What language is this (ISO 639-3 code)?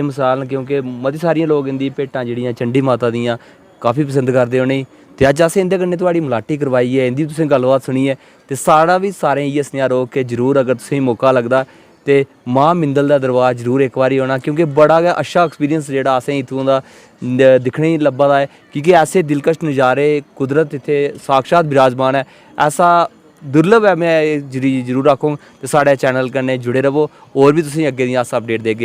doi